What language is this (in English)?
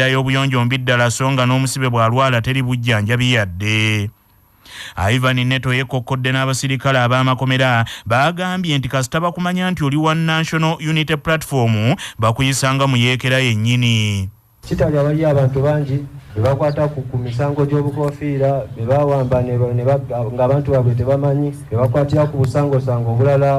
Ganda